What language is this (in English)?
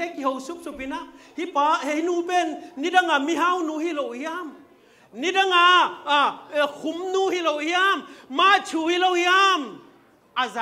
Tedim Chin